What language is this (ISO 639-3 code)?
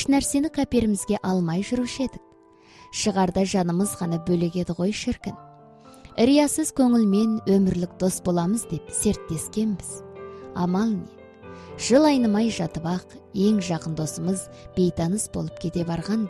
kaz